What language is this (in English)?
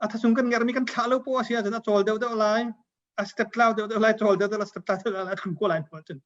Hakha Chin